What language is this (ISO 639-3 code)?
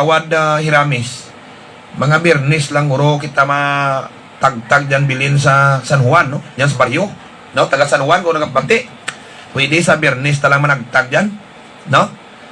hil